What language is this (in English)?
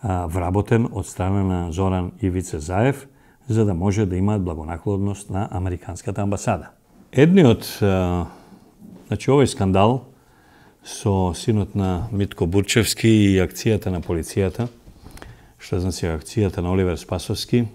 Macedonian